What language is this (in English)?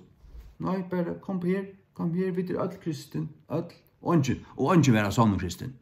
Faroese